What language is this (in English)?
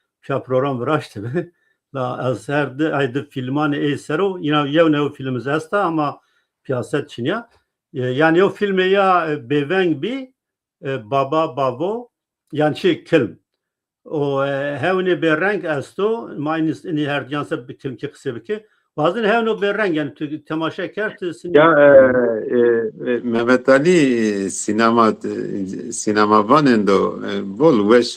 Zaza